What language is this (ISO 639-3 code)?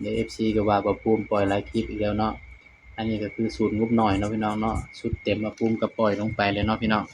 tts